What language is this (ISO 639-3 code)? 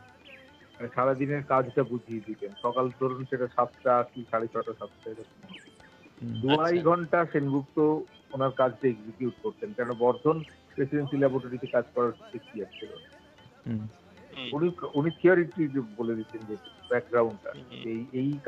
ben